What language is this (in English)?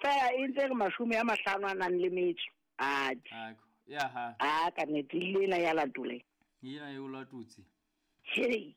Southern Sotho